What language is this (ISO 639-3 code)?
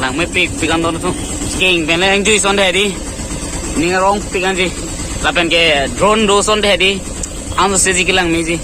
mjw